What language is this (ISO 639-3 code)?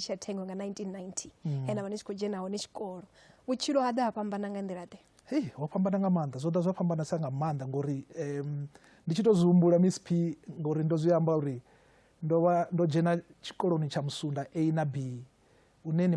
ven